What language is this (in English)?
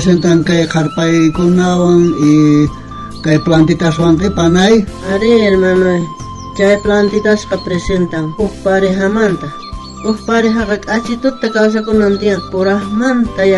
South Bolivian Quechua